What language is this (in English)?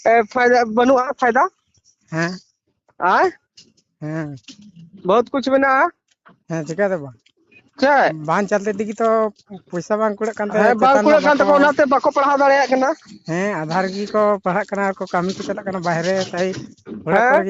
Santali